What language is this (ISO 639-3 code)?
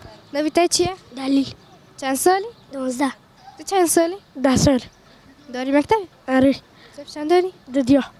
kur